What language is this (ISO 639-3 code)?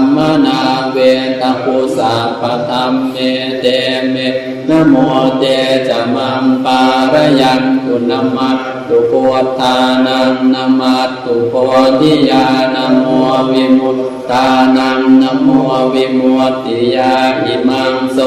pli